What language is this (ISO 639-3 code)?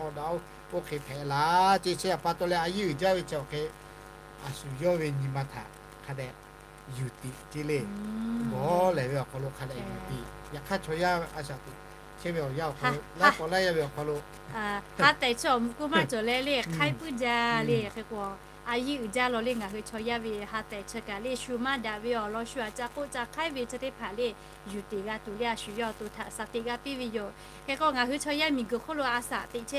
lhu